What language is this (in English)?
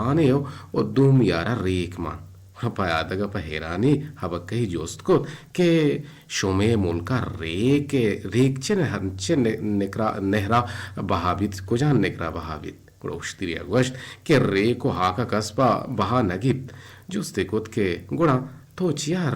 Eastern Balochi